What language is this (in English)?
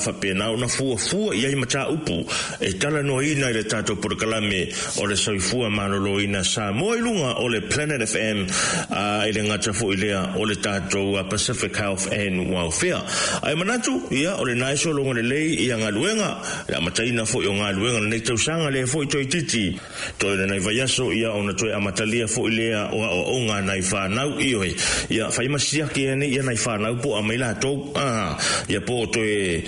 Samoan